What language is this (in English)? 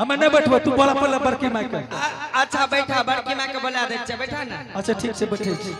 Angika